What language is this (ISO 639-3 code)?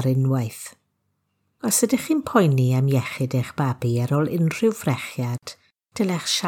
cym